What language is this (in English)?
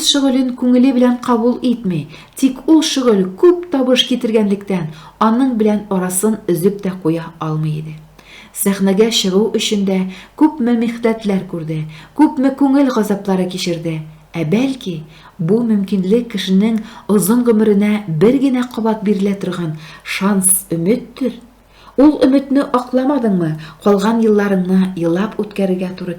Tatar